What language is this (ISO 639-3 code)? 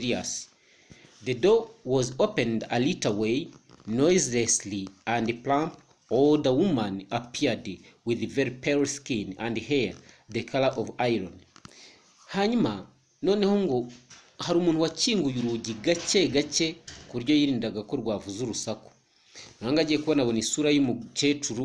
kin